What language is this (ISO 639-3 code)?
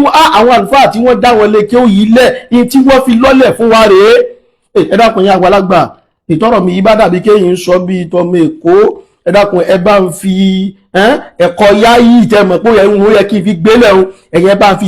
yor